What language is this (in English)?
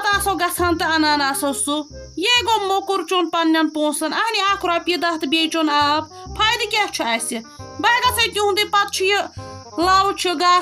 Kashmiri